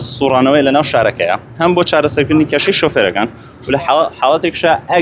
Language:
Central Kurdish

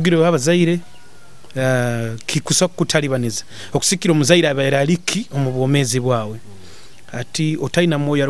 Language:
Nyoro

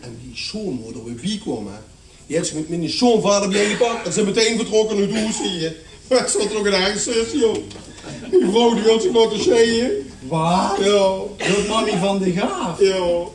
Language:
Limburgish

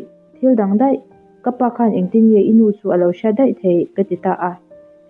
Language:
Mizo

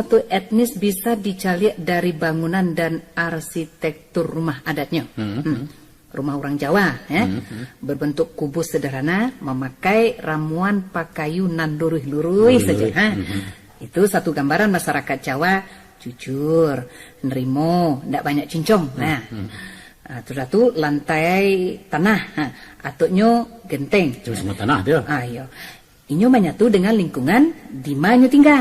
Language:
Minangkabau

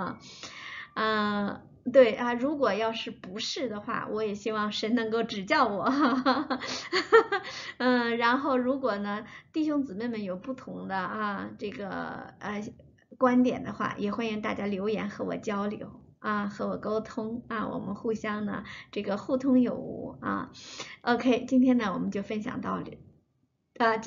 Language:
Chinese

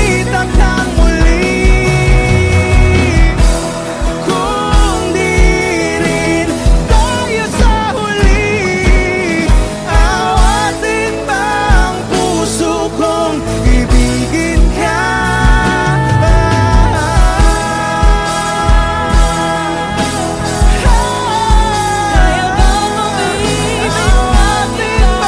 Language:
Filipino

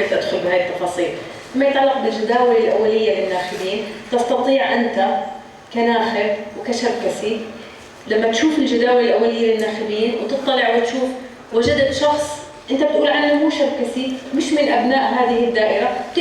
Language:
North Levantine Arabic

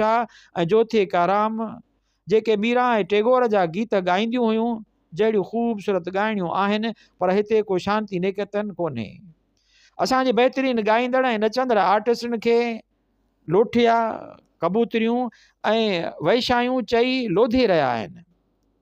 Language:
Sindhi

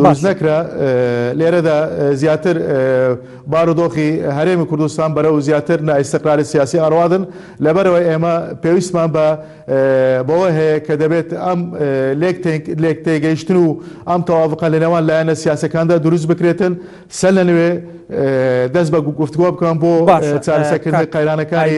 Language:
Central Kurdish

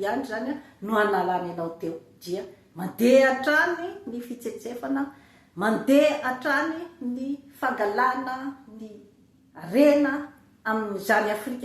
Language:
Malagasy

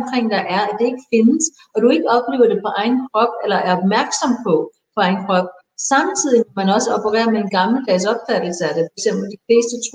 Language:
Danish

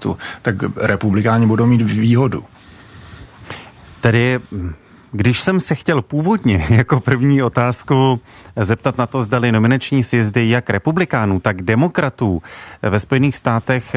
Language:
Czech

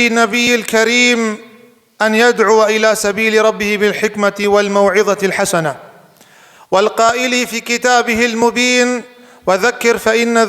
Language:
Kurdish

